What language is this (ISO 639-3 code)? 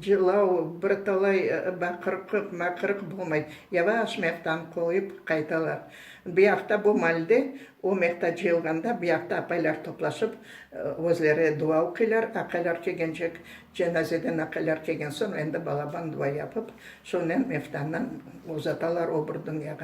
crh